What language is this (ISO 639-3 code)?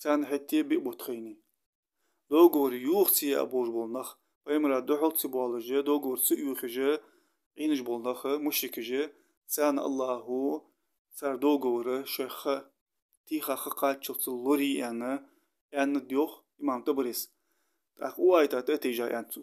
inh